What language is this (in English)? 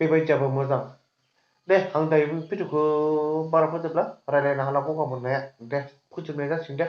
Bodo